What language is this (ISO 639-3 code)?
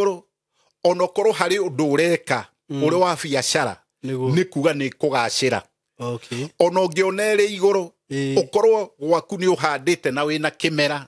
kik